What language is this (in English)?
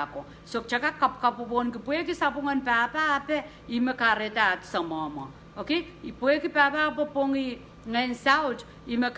Pohnpeian